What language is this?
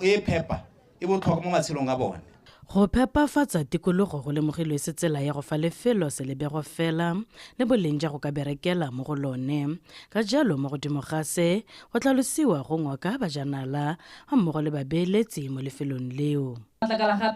Tswana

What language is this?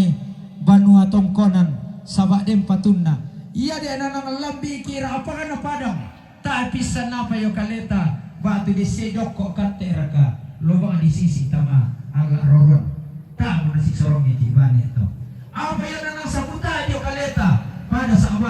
Toraja-Sa'dan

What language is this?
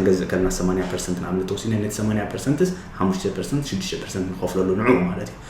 Tigrinya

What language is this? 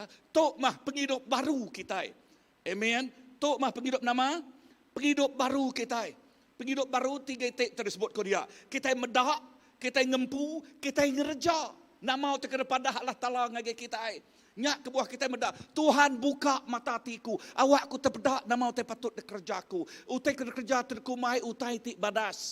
Iban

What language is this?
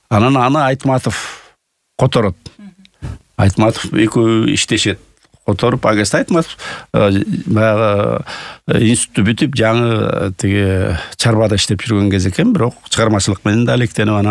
Kyrgyz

